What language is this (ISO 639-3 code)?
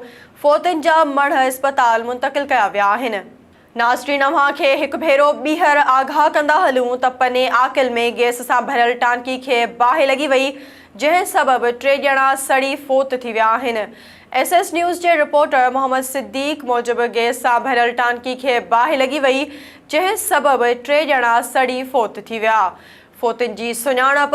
snd